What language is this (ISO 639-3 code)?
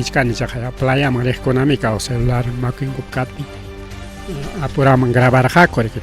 quy